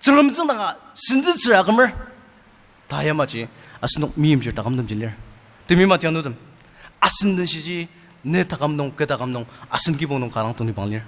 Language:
Ao Naga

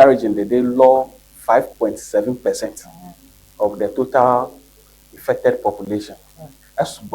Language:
Ewe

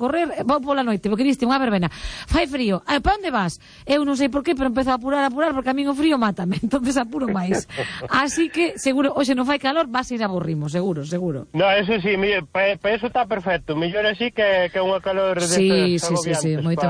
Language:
Galician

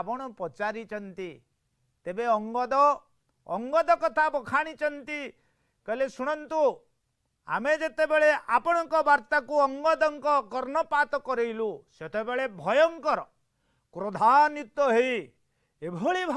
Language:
Odia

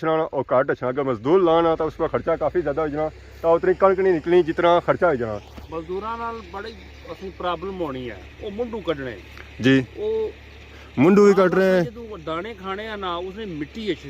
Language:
Pahari-Potwari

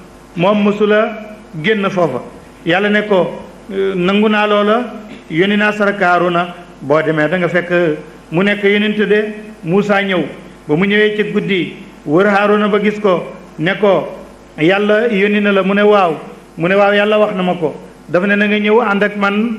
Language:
Wolof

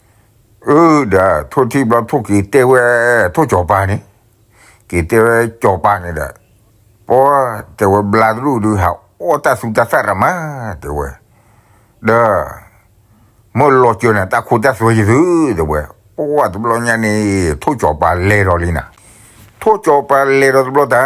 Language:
S'gaw Karen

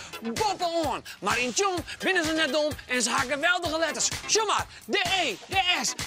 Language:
Western Frisian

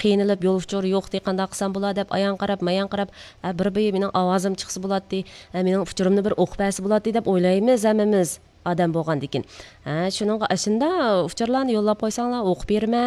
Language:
Uyghur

